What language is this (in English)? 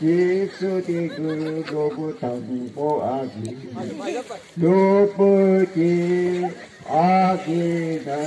Chang Naga